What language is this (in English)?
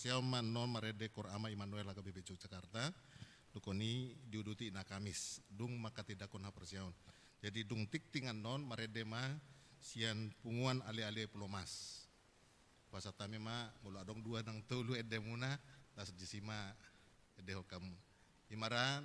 Batak Toba